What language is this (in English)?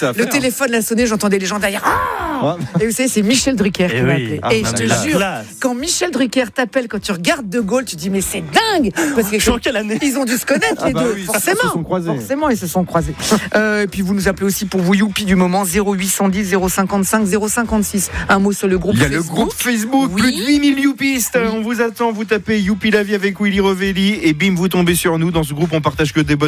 French